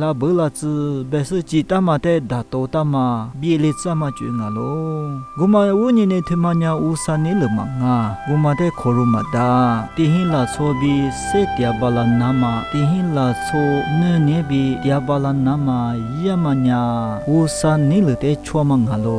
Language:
Lisu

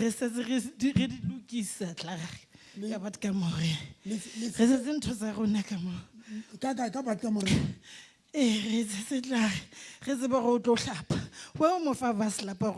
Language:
Southern Sotho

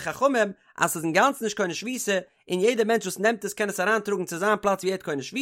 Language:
Yiddish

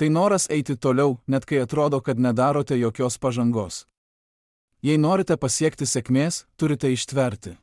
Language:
Lithuanian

